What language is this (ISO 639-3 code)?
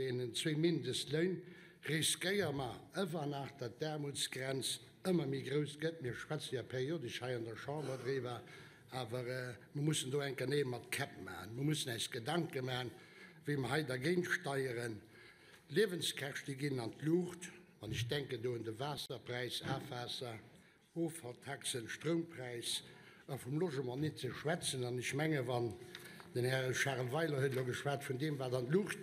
ltz